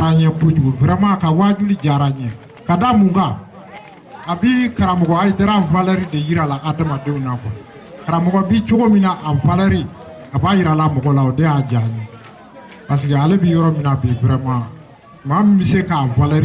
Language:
Bambara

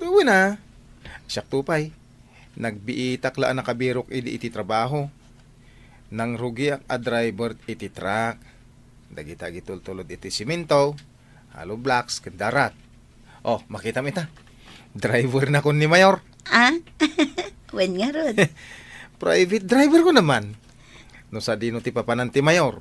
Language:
Iloko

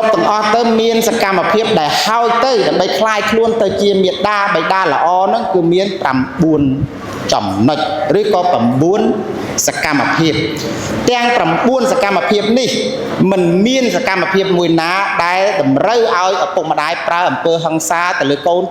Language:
Khmer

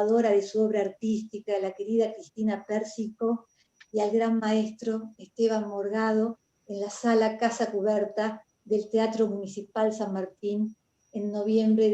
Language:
Ladino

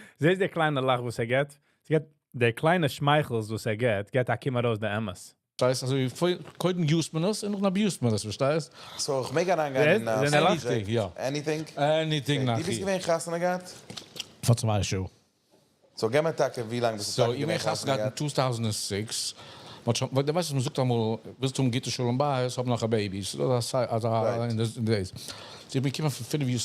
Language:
Yiddish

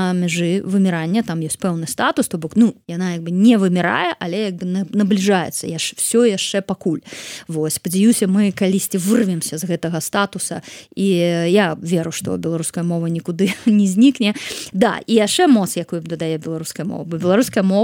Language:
Belarusian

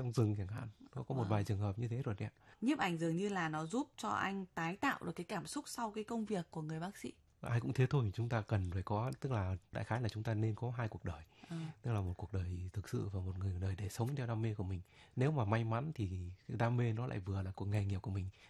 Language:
Vietnamese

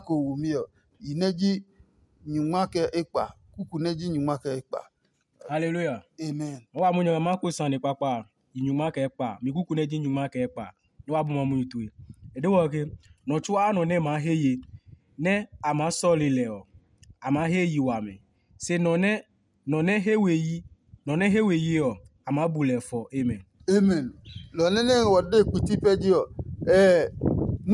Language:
Adangme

